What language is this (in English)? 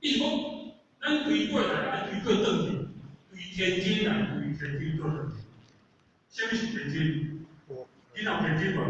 Min Nan Chinese